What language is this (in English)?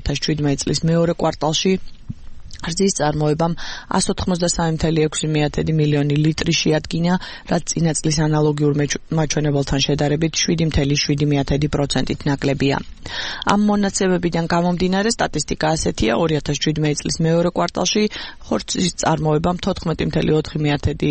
Georgian